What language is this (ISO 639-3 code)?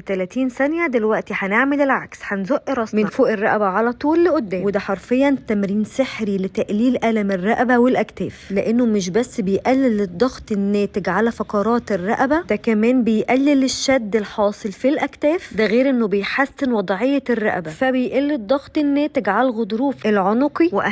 arz